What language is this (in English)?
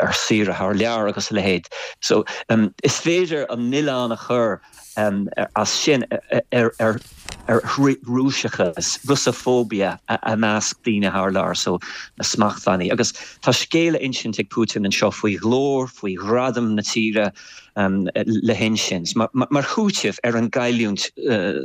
Irish